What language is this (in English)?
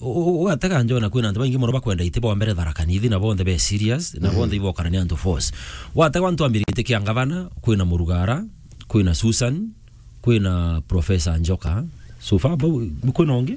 Meru